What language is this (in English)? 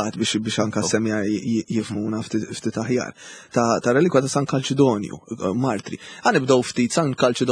Maltese